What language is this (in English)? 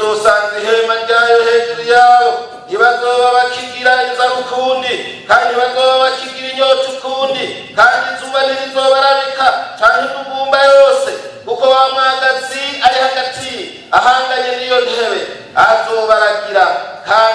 Rundi